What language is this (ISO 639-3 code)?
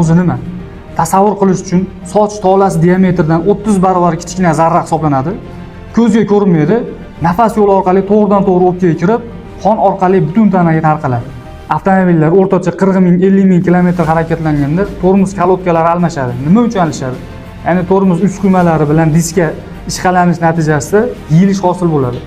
uzb